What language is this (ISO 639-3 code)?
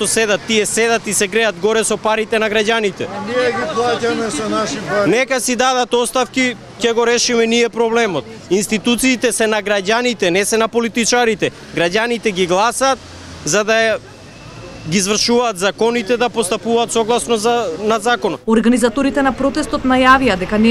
mkd